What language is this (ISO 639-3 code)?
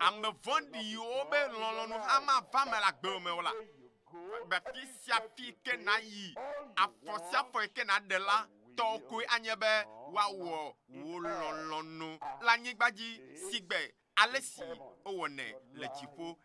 ewe